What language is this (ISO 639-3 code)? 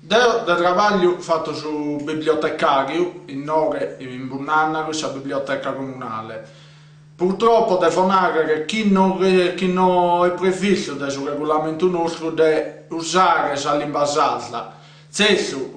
srd